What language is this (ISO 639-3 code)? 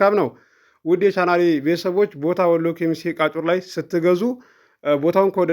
amh